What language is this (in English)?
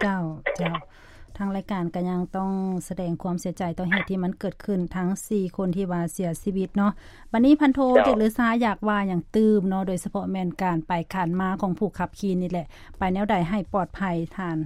Lao